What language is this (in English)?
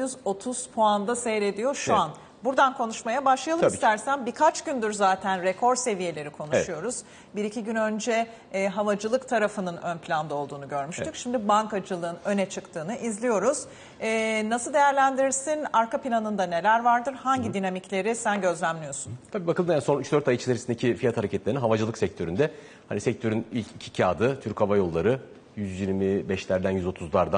Turkish